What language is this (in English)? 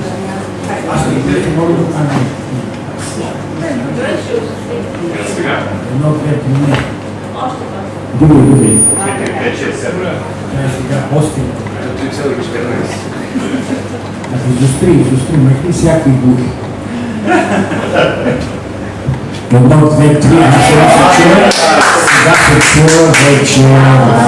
Bulgarian